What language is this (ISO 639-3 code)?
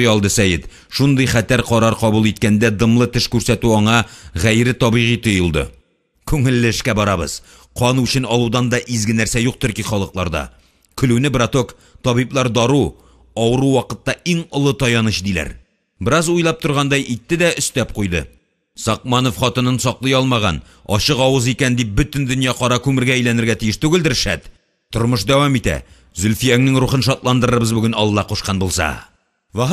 tat